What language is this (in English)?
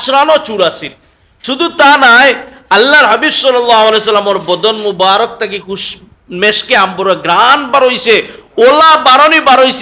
Sylheti